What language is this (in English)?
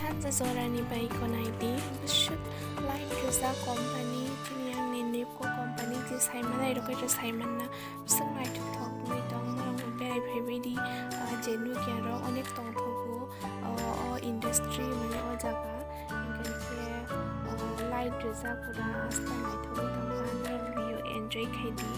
Kok Borok